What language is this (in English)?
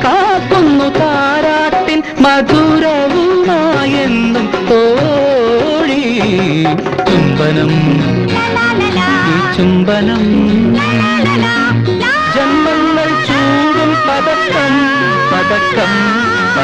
Malayalam